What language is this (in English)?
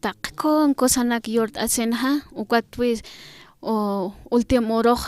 Aymara